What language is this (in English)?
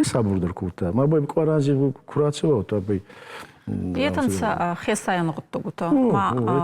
Ossetic